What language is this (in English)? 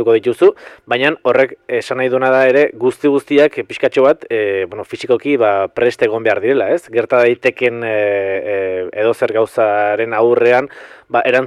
Basque